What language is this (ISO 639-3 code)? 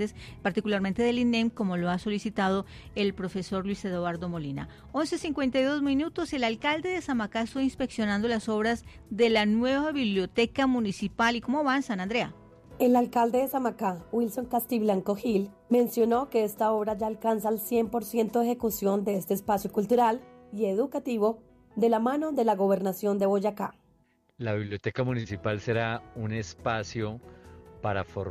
spa